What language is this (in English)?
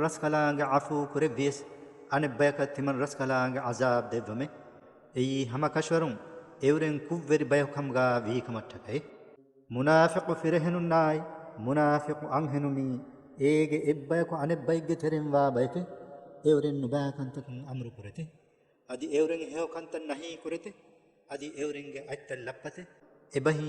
Divehi